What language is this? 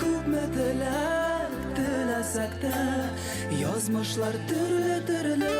Bashkir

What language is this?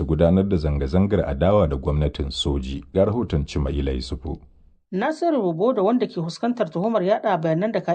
Hausa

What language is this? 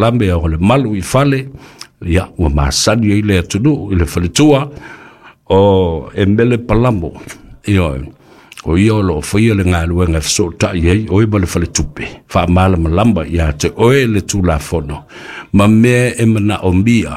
Samoan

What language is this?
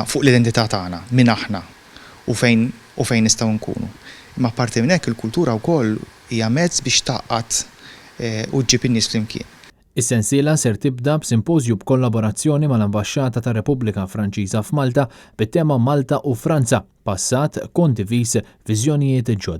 Maltese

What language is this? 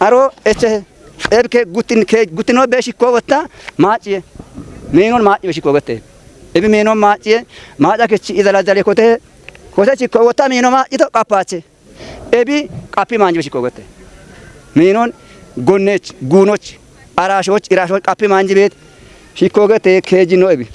Kafa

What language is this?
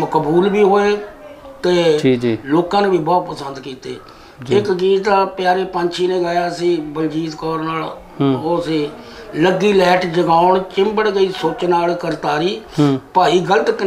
Punjabi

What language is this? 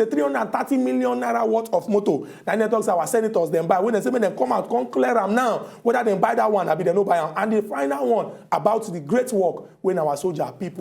Nigerian Pidgin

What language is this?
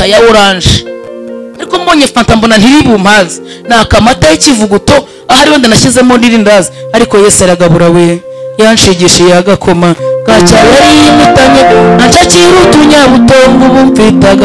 Kinyarwanda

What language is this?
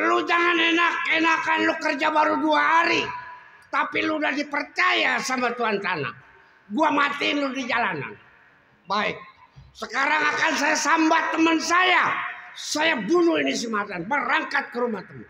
Betawi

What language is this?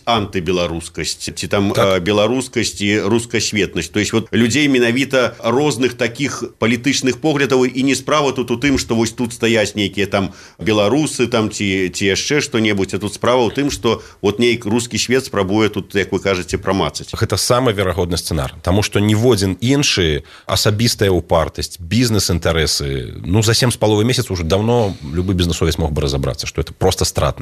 Belarusian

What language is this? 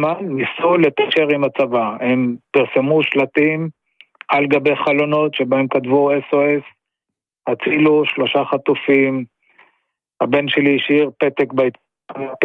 Hebrew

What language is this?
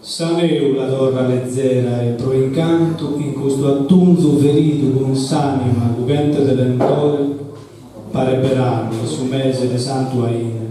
Sardinian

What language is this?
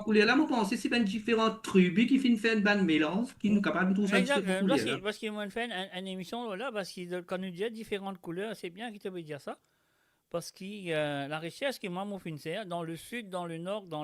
Morisyen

